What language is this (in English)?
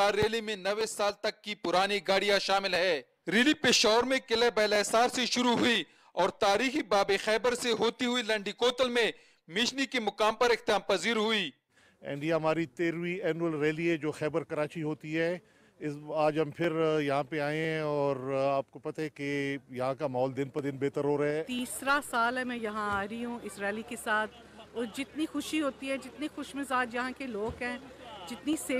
Urdu